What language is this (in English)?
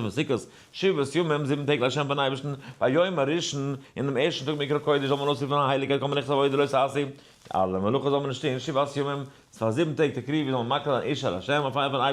Yiddish